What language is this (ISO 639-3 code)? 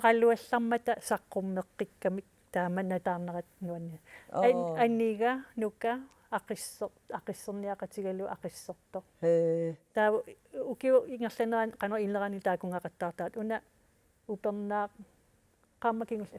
kal